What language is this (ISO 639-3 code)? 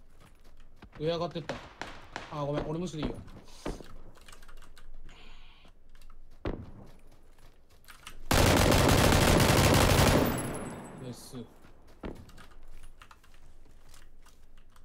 jpn